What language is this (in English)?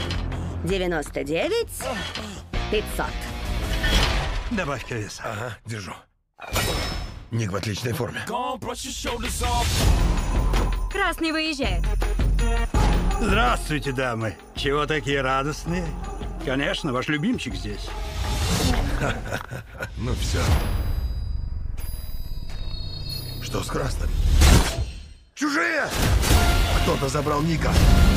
Russian